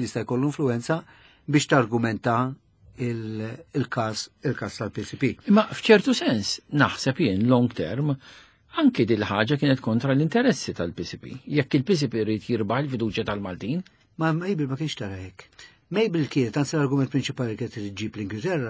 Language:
Maltese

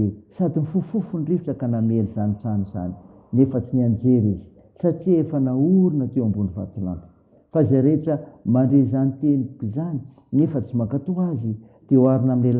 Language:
Malagasy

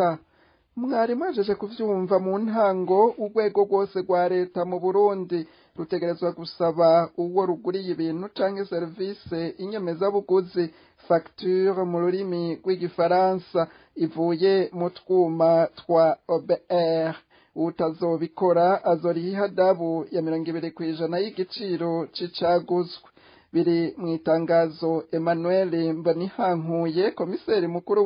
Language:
Rundi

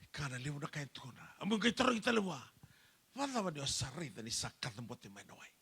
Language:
Fijian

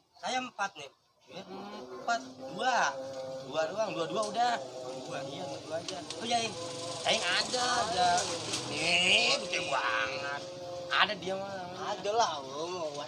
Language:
Betawi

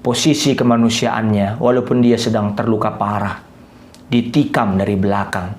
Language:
Batak Karo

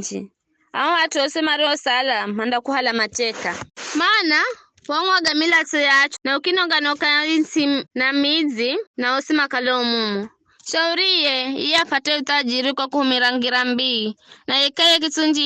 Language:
Giryama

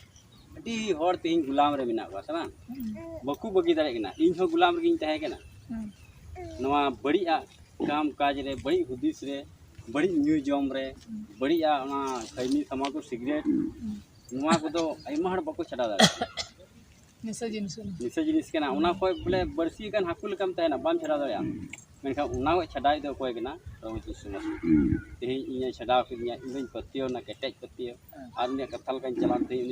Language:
Santali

